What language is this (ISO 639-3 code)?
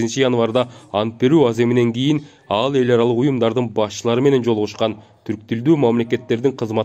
kir